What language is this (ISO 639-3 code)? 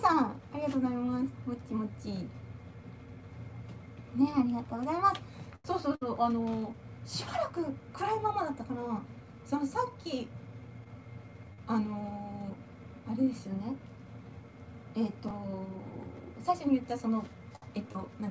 jpn